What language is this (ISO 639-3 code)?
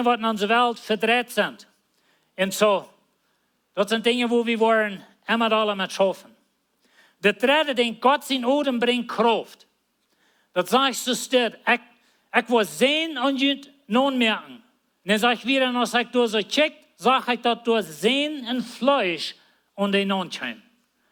pdt